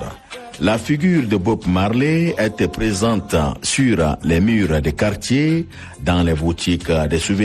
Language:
French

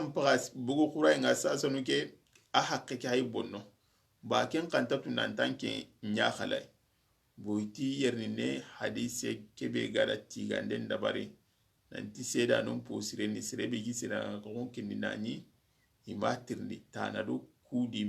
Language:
Soninke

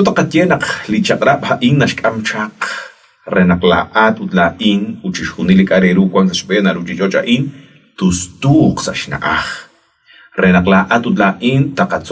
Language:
Kekchí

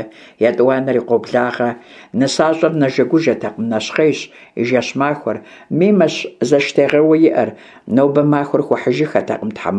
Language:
Kabardian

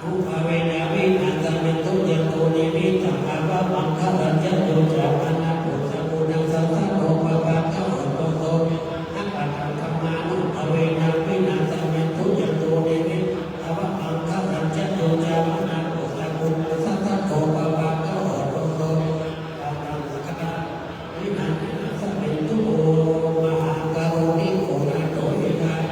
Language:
Pali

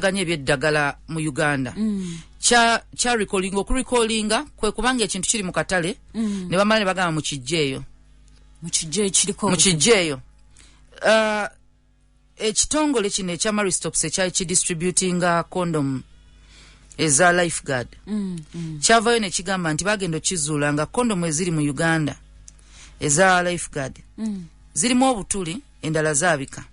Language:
Ganda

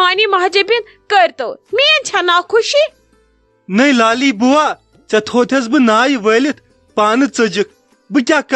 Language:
Kashmiri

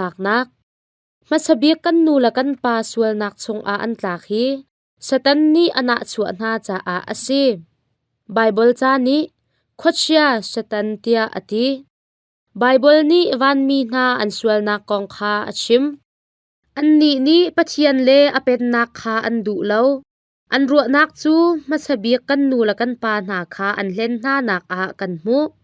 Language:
Hakha Chin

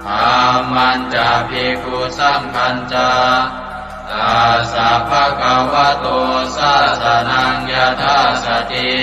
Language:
Pali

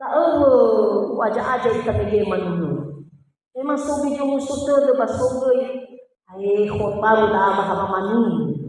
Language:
Nias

